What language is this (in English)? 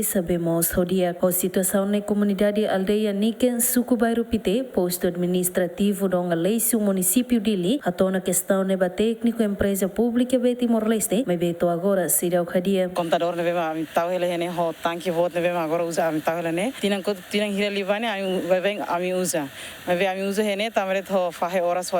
Tetum